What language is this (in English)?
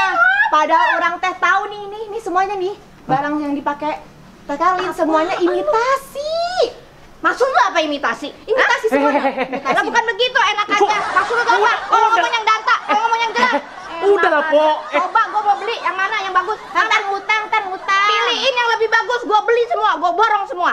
Betawi